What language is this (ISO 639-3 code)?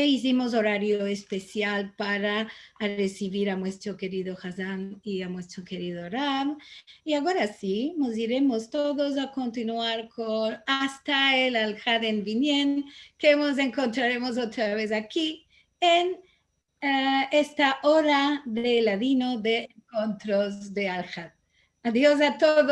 lad